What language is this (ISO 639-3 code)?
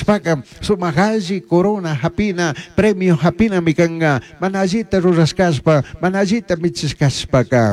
qug